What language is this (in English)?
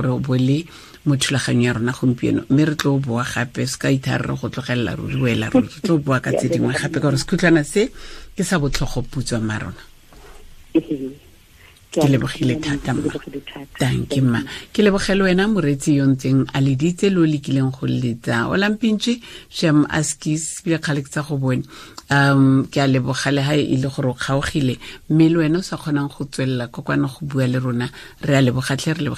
Tswana